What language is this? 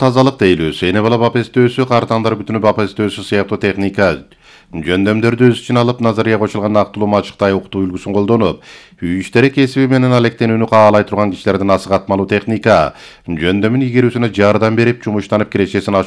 Kyrgyz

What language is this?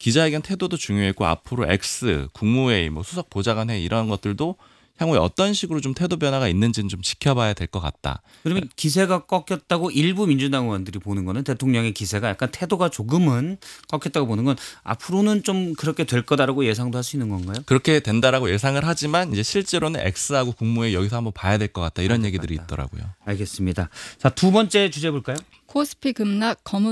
Korean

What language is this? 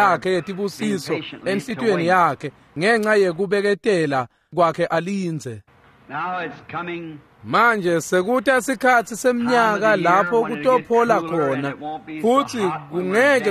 Swati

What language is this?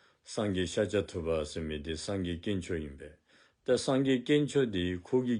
Dzongkha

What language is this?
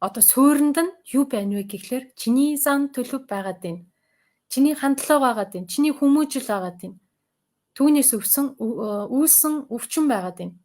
Mongolian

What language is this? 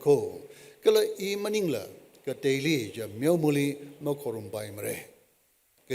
Tangkhul Naga (India)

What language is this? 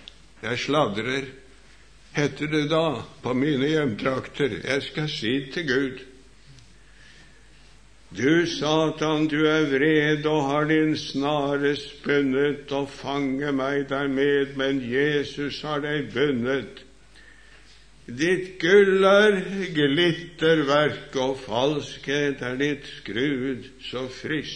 Norwegian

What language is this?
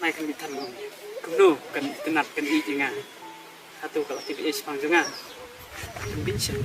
Khasi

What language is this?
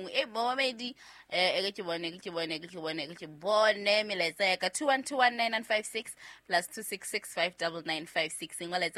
Southern Sotho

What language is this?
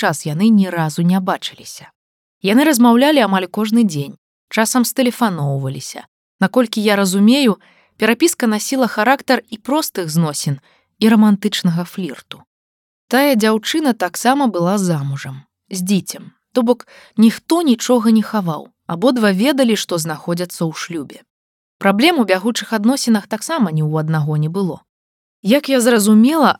Belarusian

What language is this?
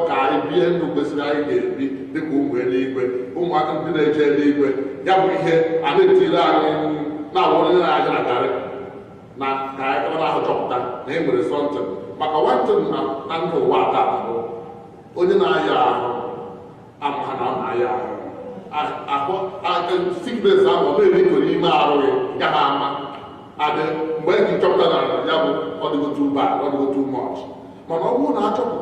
Igbo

